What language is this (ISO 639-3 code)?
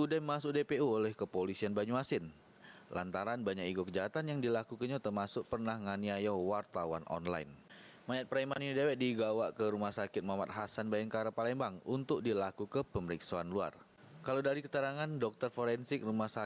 mui